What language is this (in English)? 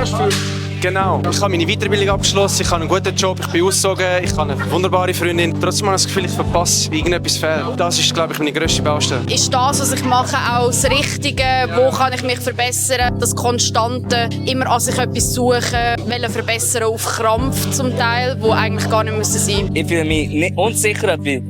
Swiss German